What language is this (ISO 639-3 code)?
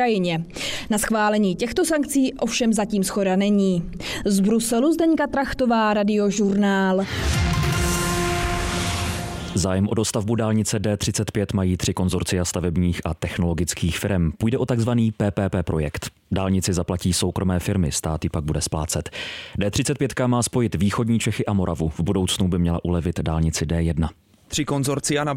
ces